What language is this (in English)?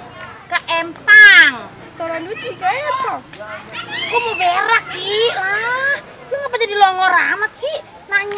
Betawi